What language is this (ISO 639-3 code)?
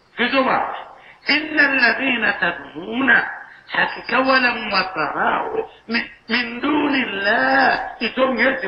swa